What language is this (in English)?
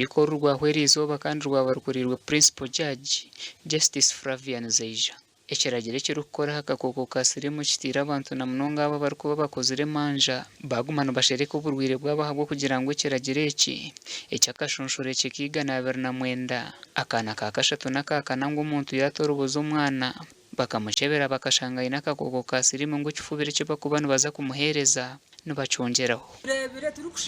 Nyankole